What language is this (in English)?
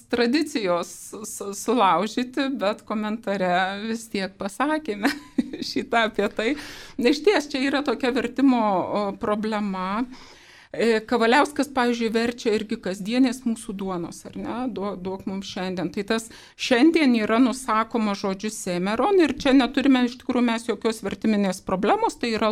Lithuanian